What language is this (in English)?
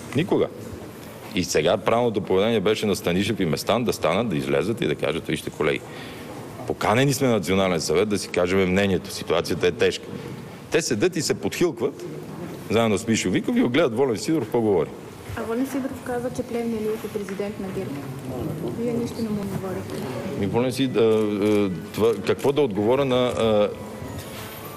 Bulgarian